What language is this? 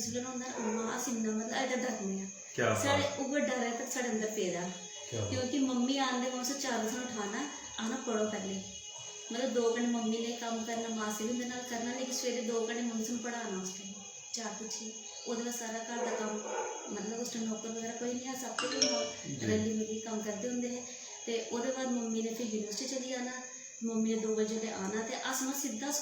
Dogri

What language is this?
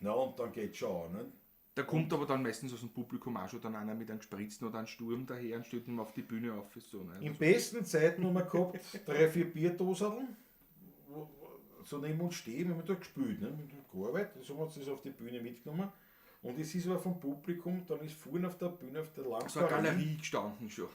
Bavarian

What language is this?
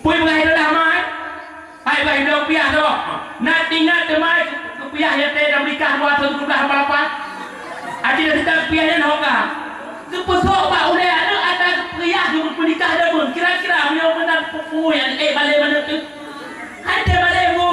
Achinese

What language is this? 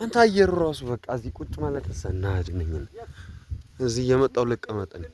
Amharic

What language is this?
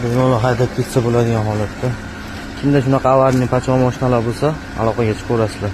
Uzbek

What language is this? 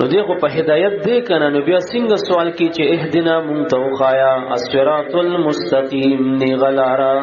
Pashto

